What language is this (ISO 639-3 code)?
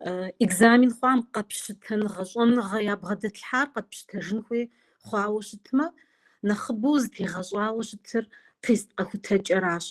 kbd